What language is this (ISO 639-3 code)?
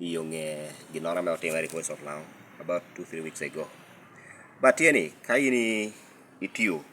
laj